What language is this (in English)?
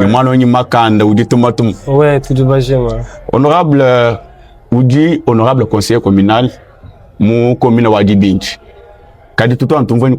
Luba-Lulua